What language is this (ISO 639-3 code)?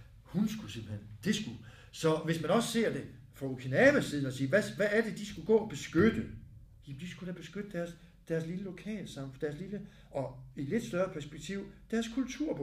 dan